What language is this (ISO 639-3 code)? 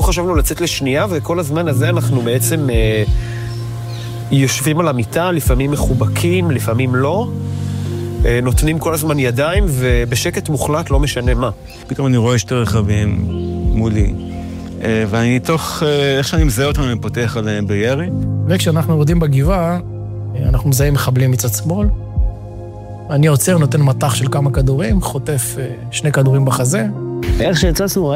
heb